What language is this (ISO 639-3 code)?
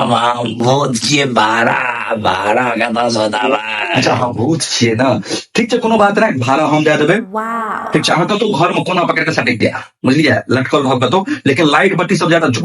mai